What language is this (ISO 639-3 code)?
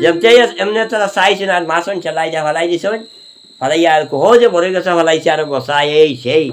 syl